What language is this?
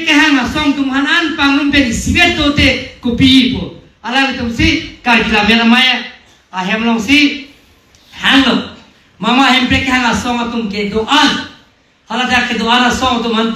Karbi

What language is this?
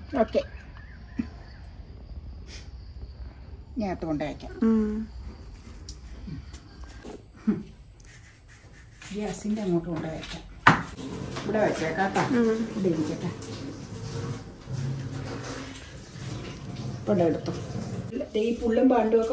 Malayalam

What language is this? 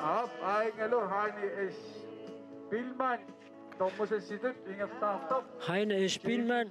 Kalaallisut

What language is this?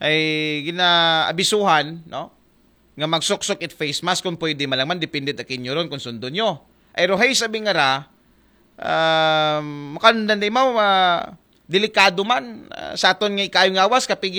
Aklanon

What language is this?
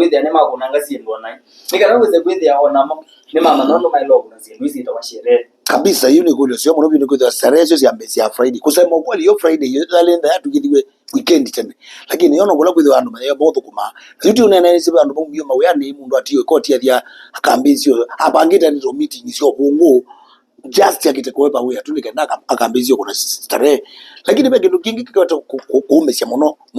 Kamba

